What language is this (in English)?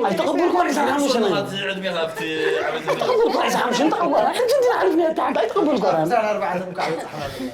Tigrinya